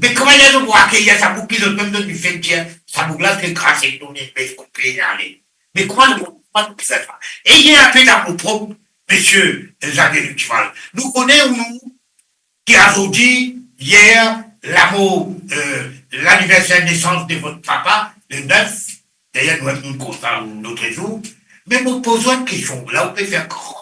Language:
Morisyen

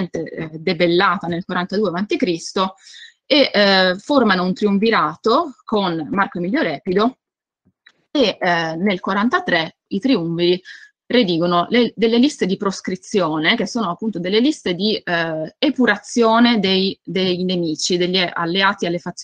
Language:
Italian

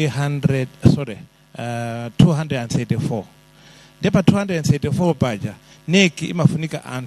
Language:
Nyanja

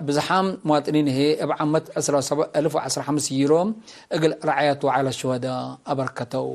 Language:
Tigre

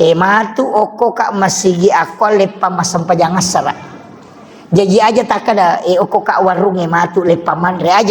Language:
Buginese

